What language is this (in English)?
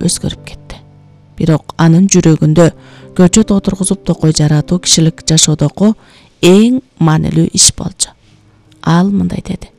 Kyrgyz